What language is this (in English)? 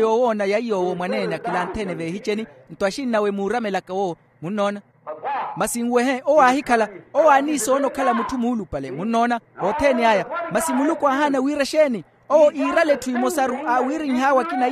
Makhuwa